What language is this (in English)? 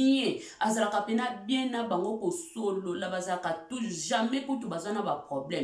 Lingala